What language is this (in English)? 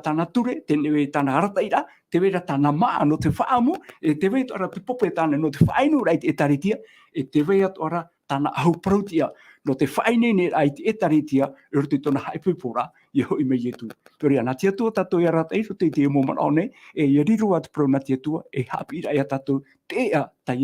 Tahitian